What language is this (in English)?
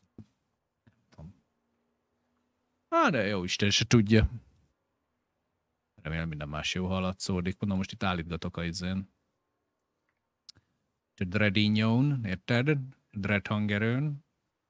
Hungarian